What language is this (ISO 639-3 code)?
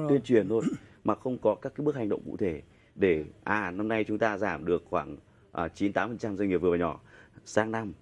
vie